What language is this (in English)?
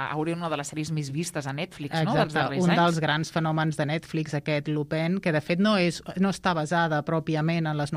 Catalan